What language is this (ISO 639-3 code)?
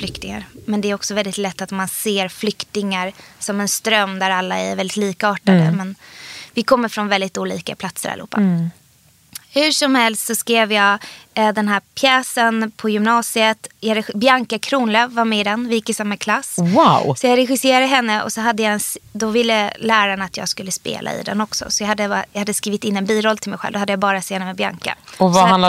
swe